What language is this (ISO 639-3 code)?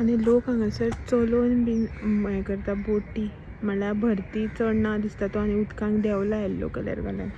kok